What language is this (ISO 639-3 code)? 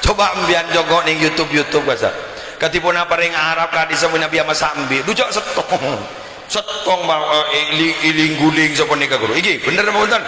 mad